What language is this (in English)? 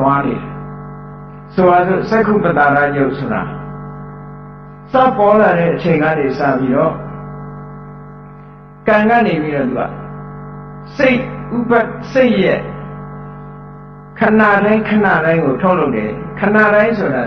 Burmese